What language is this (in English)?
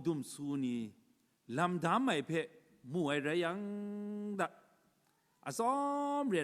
Kachin